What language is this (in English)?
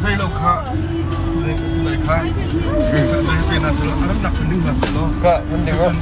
Hakha Chin